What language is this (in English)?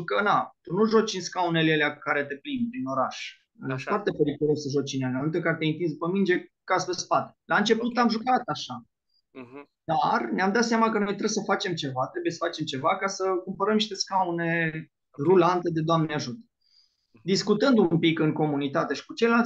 Romanian